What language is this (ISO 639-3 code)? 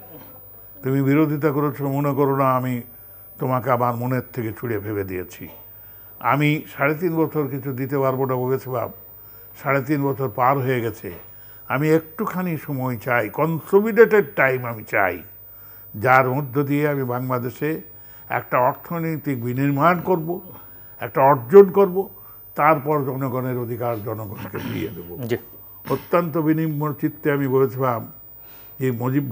ben